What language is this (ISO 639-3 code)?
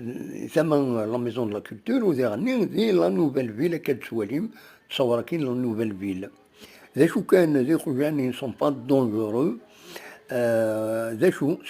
kab